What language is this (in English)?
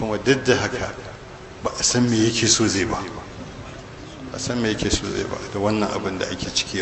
Hausa